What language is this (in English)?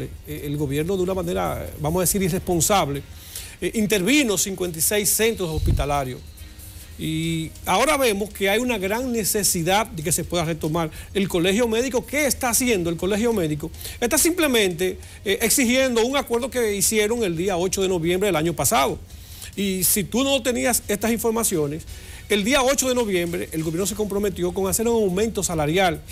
Spanish